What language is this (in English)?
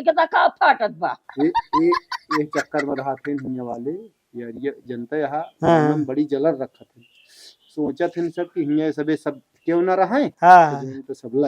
Awadhi